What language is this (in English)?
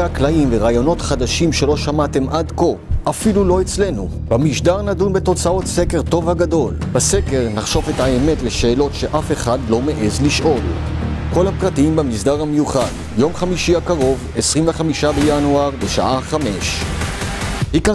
Hebrew